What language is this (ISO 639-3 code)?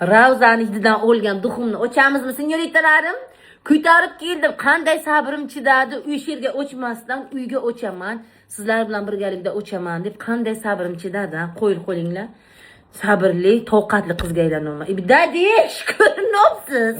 uzb